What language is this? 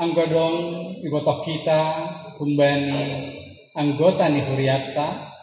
Batak Simalungun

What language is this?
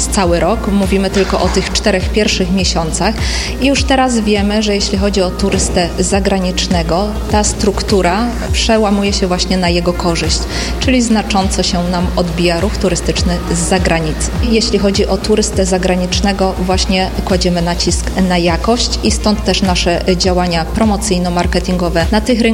Polish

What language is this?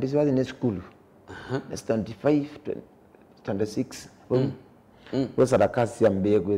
Kamba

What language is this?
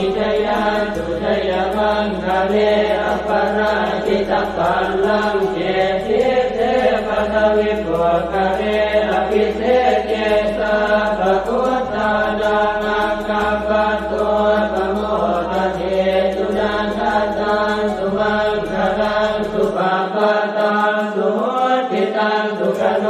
Pali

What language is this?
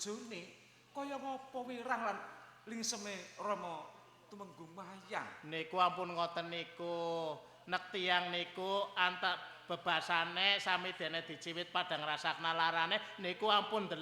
Javanese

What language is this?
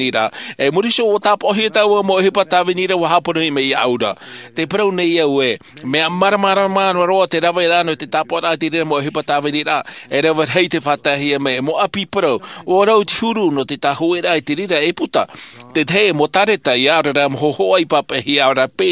Tahitian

